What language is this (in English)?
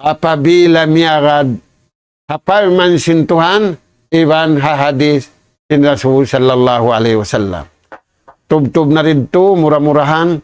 Tausug